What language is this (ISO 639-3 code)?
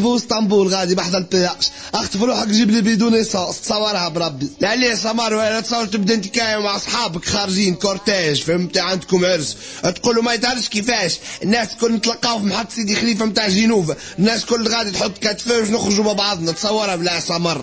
aeb